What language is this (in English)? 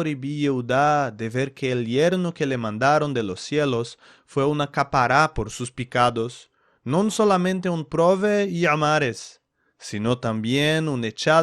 Ladino